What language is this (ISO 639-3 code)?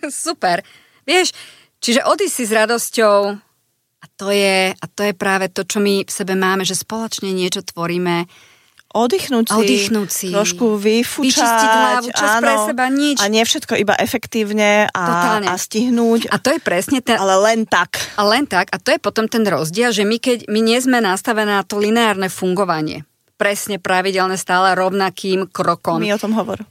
slk